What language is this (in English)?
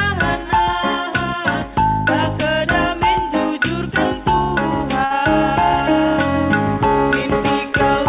Batak Karo